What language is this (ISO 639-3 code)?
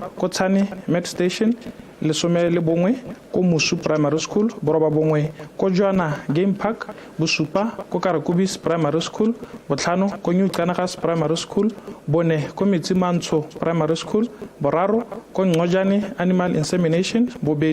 tsn